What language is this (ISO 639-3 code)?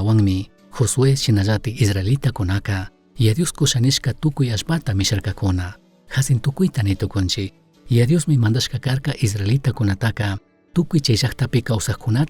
qug